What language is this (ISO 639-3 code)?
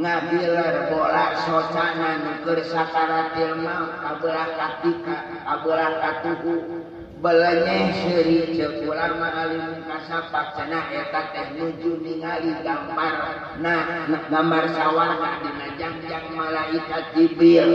sun